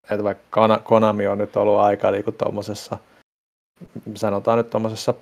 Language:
Finnish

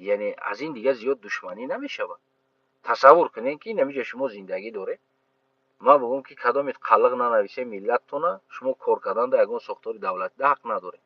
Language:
Tajik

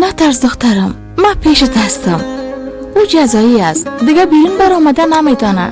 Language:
Persian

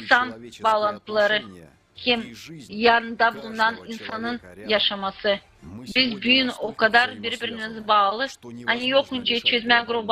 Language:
Gagauz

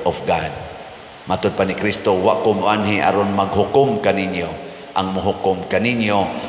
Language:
Cebuano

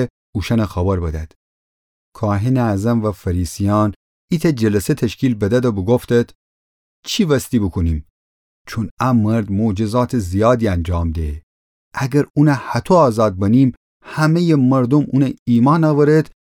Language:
Gilaki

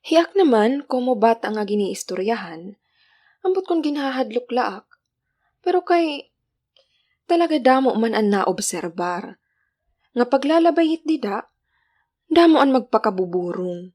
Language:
Waray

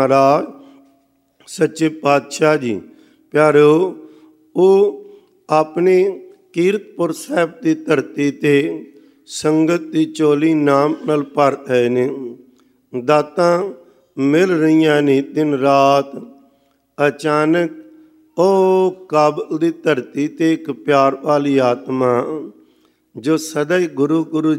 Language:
Punjabi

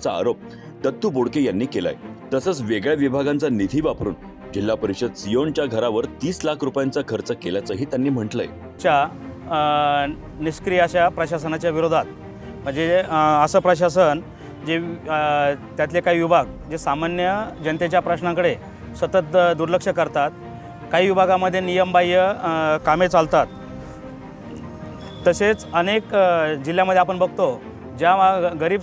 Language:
Marathi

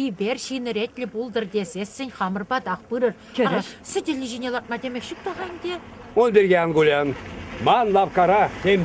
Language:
Chuvash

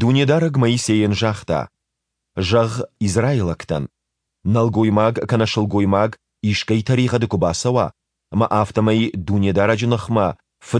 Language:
Ossetic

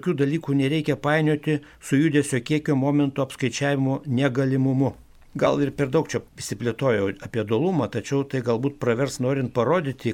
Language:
Lithuanian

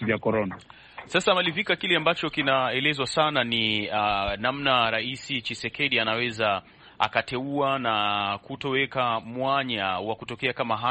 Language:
Swahili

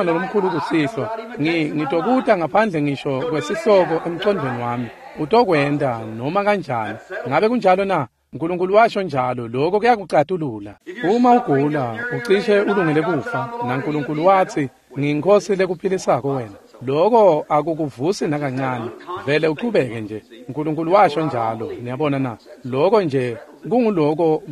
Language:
Swati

